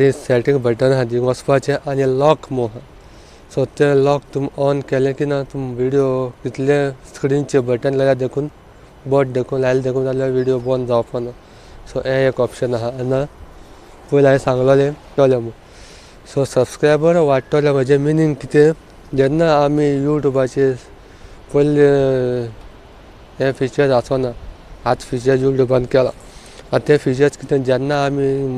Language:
Konkani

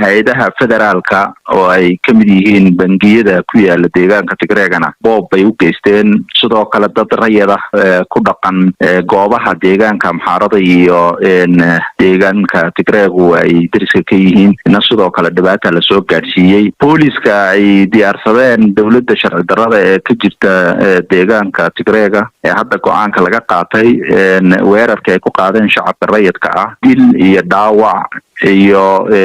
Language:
Somali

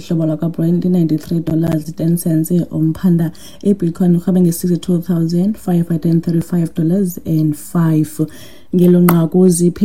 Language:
Xhosa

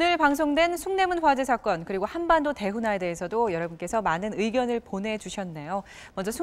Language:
Korean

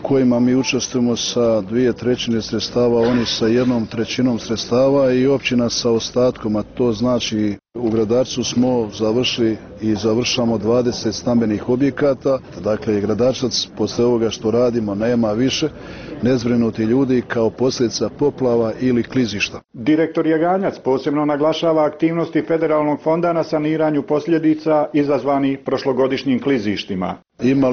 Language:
Bosnian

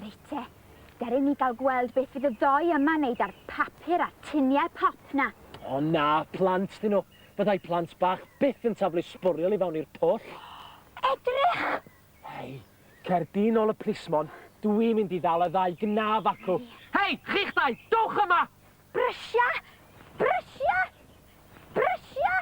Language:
Welsh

